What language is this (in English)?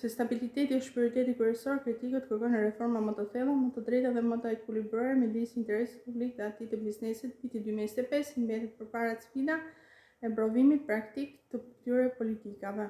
Albanian